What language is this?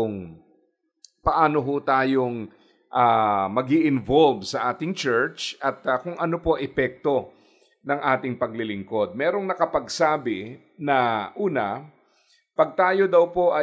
Filipino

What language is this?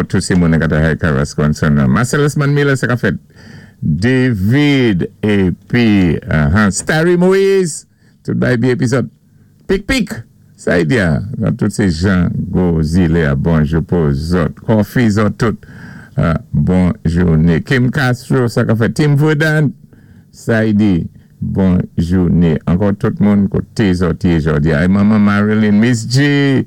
Saint Lucian Creole French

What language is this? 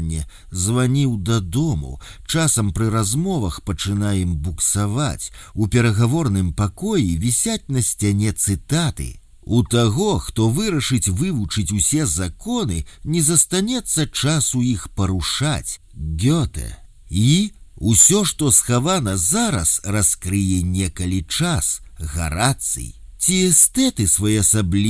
Belarusian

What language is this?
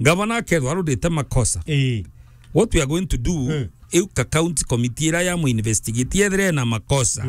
Meru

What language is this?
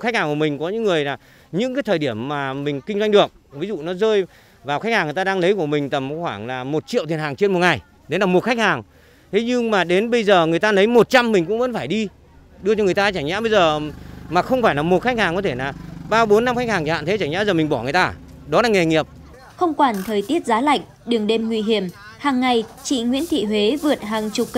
Vietnamese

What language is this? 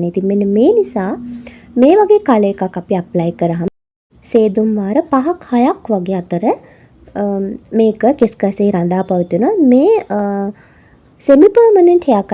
Sinhala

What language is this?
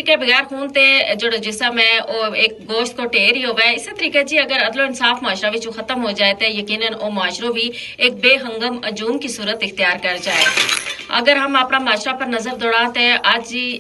Gujari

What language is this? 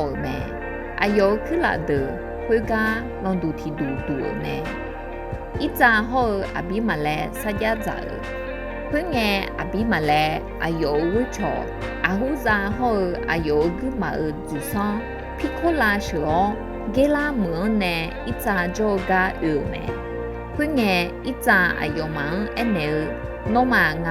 Akha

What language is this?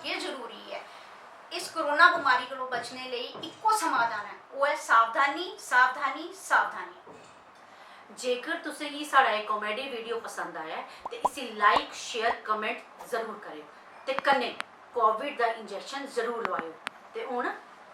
Dogri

